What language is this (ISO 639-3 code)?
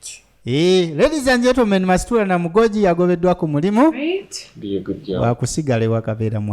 lug